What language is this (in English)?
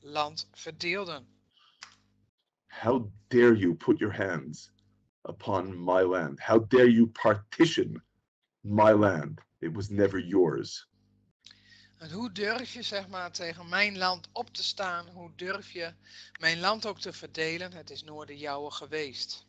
Dutch